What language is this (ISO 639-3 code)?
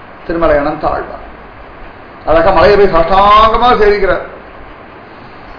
tam